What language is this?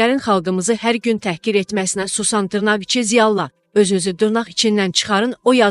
Azerbaijani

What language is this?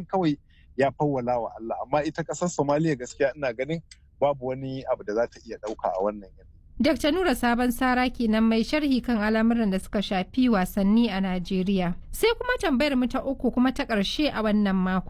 Hausa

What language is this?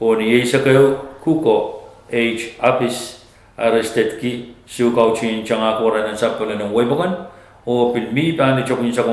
Pohnpeian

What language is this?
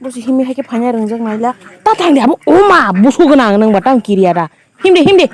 Kok Borok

